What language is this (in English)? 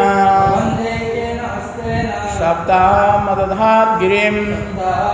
Odia